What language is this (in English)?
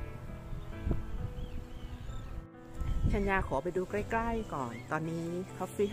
Thai